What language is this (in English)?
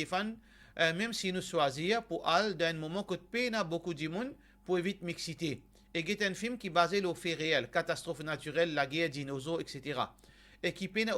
Morisyen